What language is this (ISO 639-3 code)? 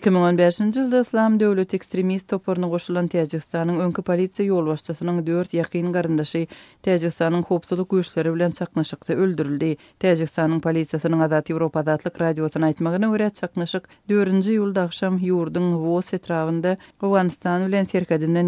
tuk